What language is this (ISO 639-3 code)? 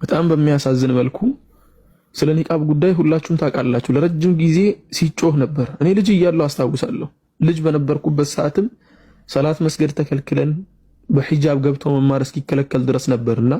amh